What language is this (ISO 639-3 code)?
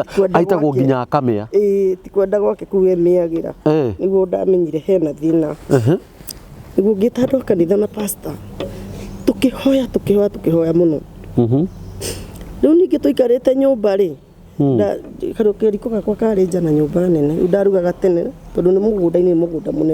kik